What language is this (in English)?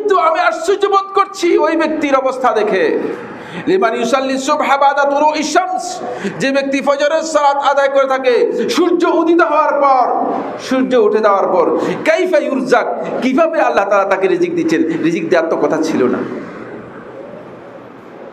Bangla